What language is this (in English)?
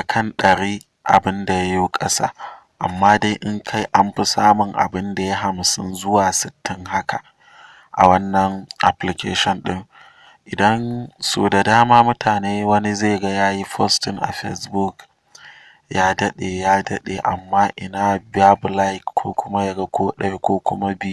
Hausa